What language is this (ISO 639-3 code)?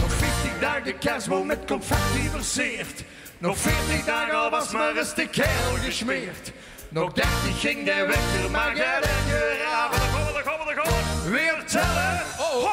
lim